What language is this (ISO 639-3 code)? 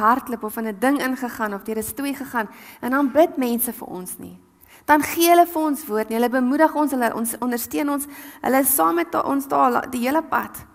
afr